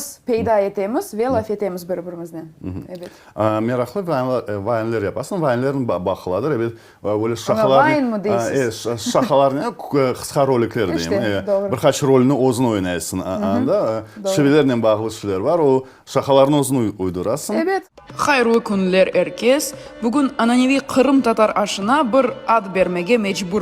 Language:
Crimean Tatar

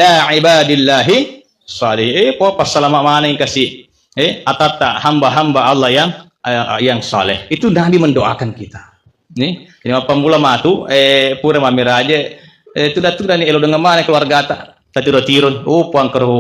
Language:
Buginese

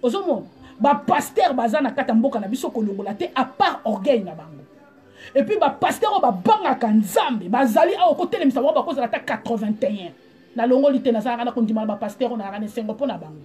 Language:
Lingala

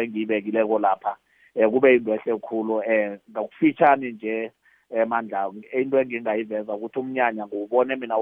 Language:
South Ndebele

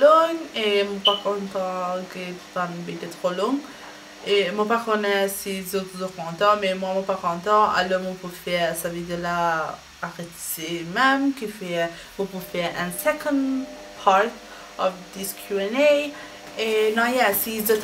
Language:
Morisyen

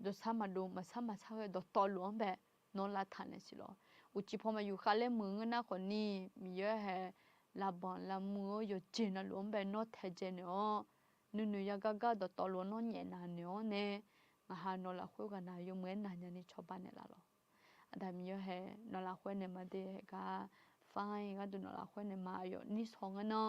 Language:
Akha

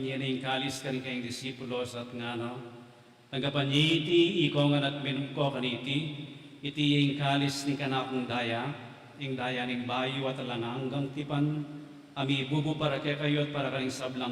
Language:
Pampanga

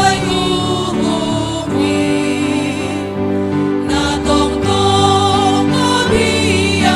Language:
Batak Simalungun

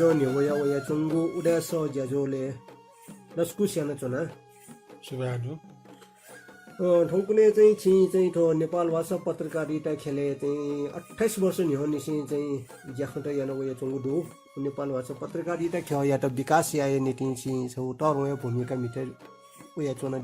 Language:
Newari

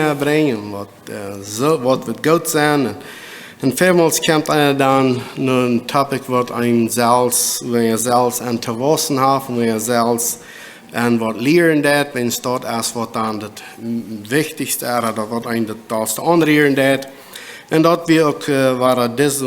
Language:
Plautdietsch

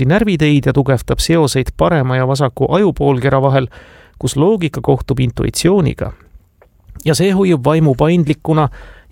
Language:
Estonian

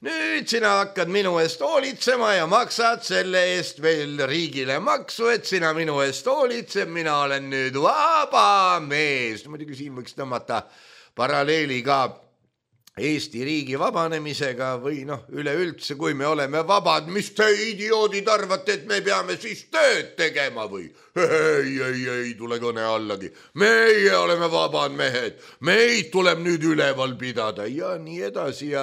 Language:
Estonian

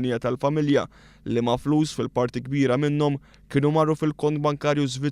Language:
Maltese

